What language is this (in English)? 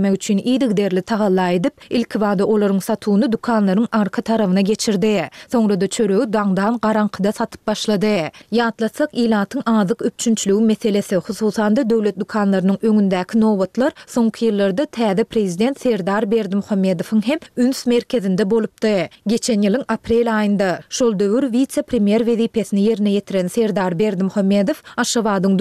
Turkmen